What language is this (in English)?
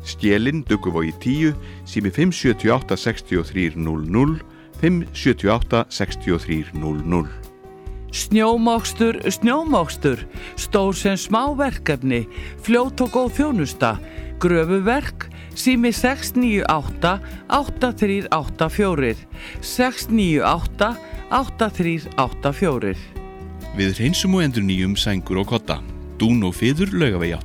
Icelandic